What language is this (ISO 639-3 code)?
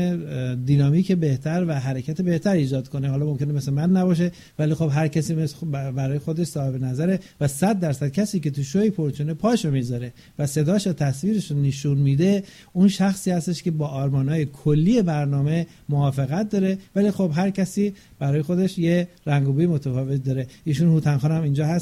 fas